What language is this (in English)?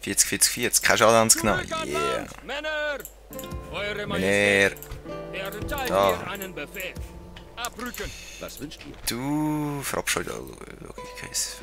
Swiss German